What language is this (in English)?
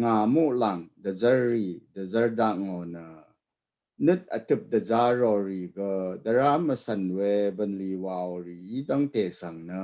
Rawang